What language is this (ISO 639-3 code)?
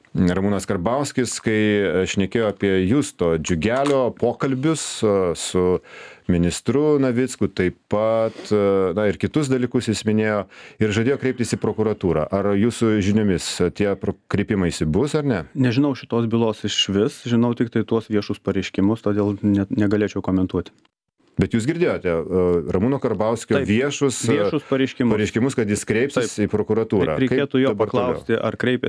lit